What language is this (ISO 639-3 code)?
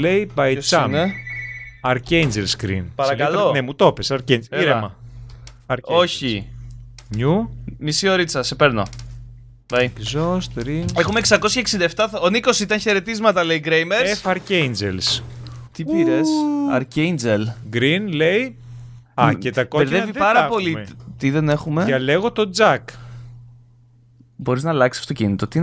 ell